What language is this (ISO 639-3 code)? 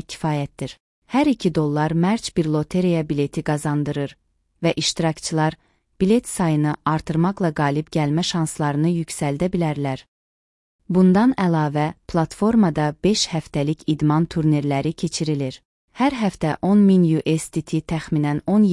aze